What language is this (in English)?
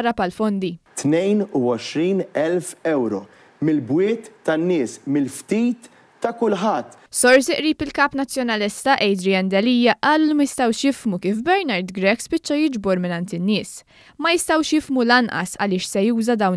Maltese